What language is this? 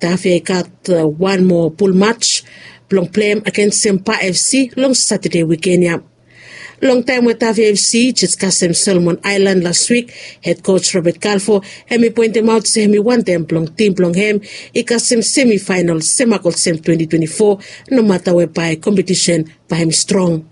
Bislama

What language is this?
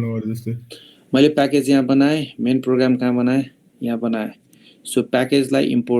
Nepali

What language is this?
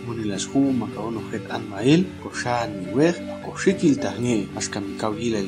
Popti'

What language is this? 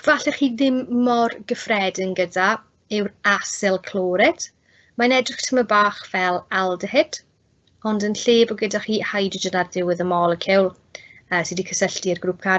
Welsh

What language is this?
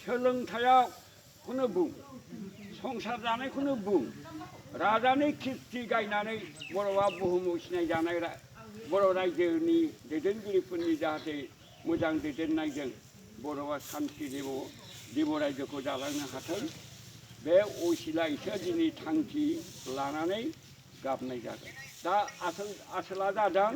Bodo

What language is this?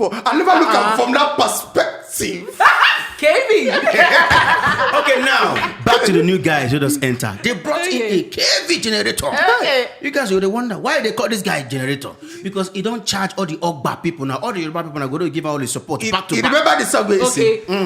Nigerian Pidgin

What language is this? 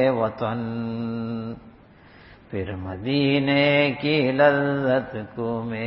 Urdu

